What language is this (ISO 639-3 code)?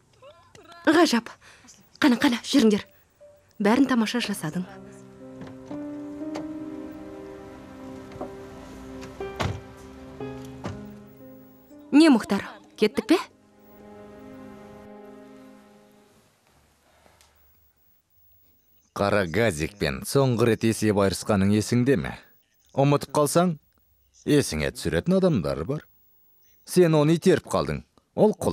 kaz